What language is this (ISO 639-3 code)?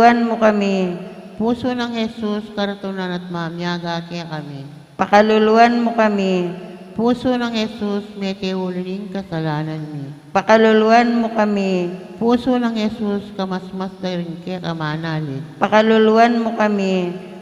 pam